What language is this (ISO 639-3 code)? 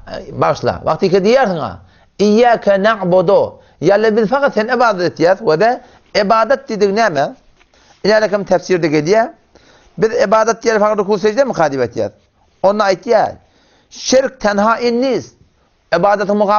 tuk